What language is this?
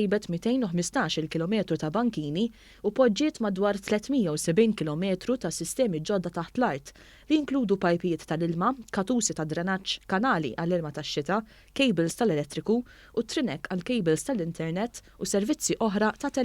Maltese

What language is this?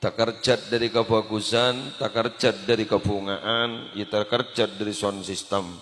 Madurese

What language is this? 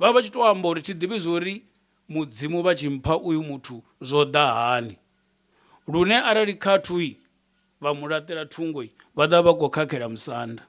Venda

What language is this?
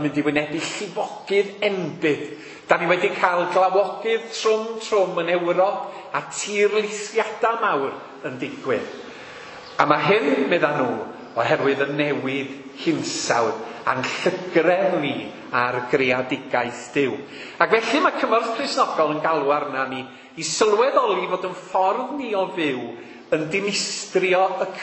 Welsh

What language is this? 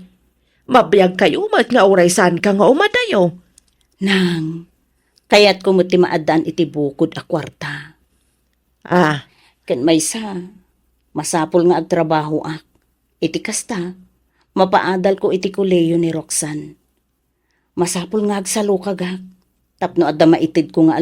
Iloko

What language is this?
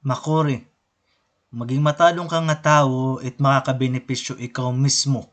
Waray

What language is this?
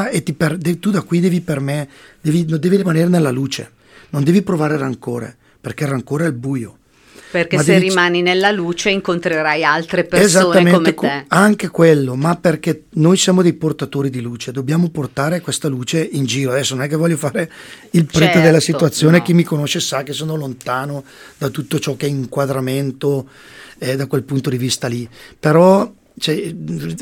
Italian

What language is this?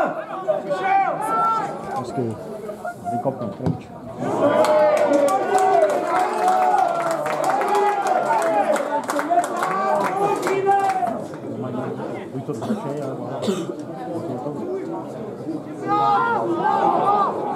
Czech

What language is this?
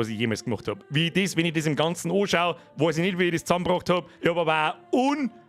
Bavarian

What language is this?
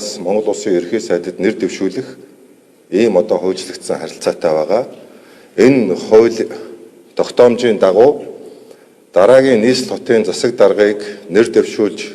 Mongolian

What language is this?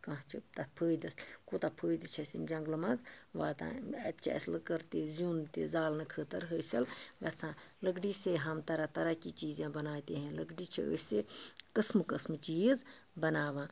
Kashmiri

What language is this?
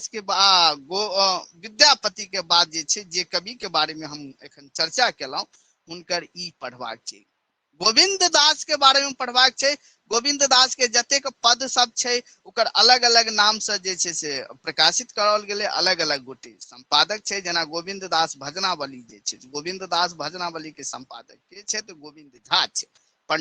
Maithili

